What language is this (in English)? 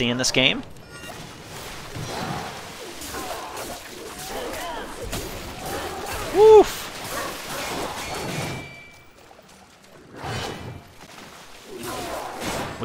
English